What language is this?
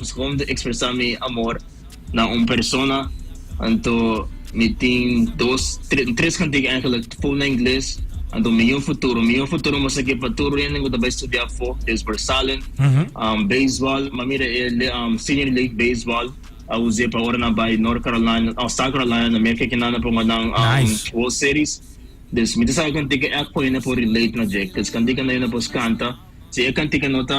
Papiamento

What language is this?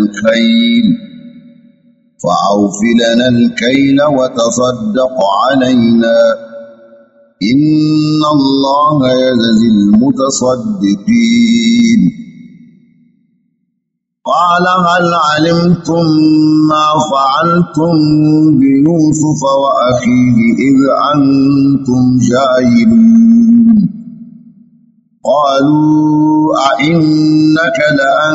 Arabic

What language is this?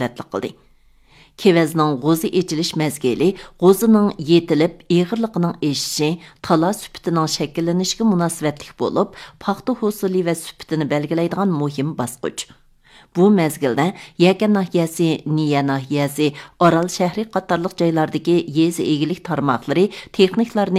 Uyghur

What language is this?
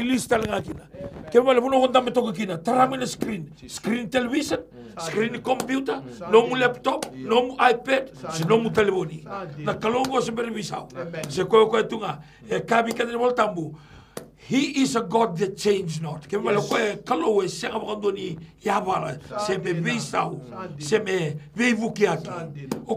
Fijian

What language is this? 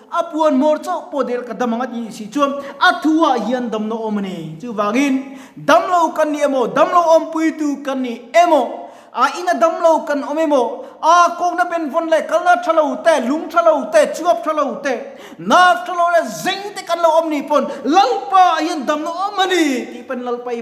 Mizo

